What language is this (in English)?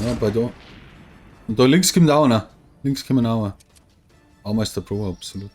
Bavarian